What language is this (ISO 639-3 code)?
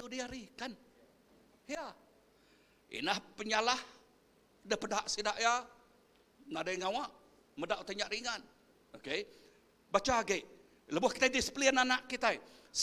iba